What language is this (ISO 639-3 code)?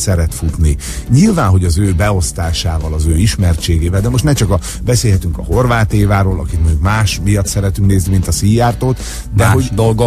hun